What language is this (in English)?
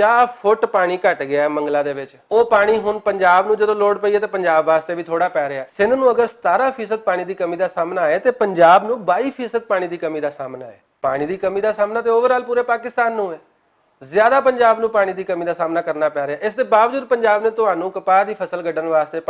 Western Panjabi